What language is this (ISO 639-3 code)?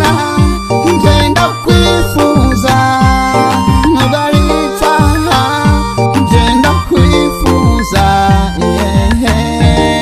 kin